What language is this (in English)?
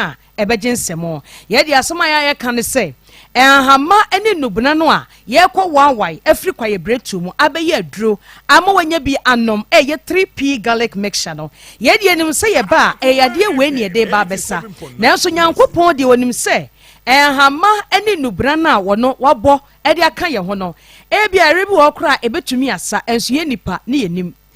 Akan